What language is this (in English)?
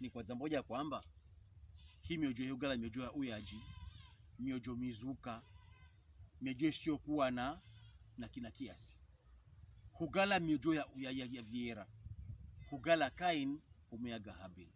Pokomo